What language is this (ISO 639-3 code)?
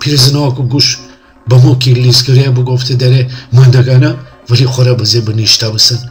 glk